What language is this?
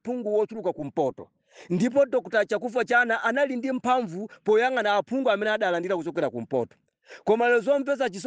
Nyanja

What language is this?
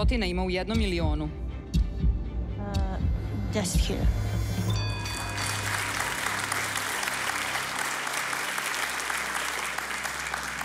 Serbian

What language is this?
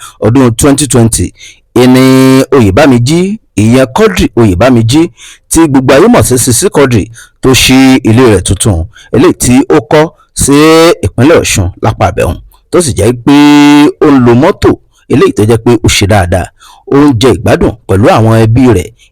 Yoruba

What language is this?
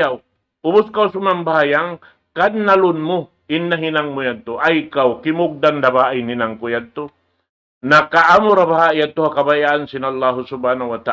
Tausug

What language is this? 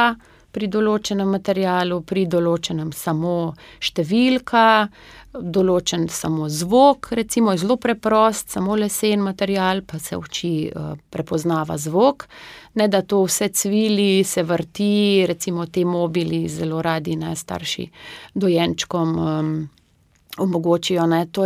Slovenian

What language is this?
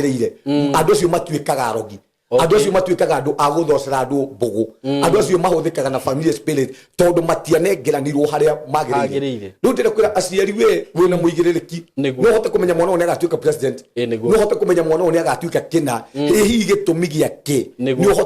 Kikuyu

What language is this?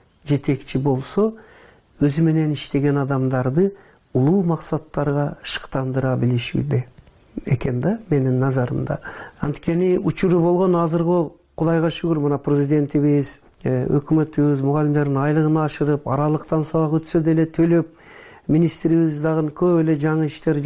Kyrgyz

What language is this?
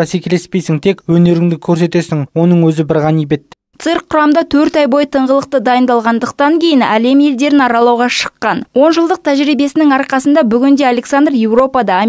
Kazakh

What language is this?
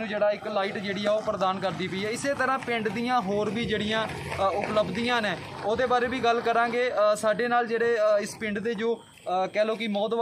Punjabi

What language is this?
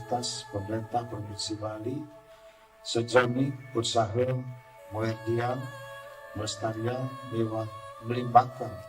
Balinese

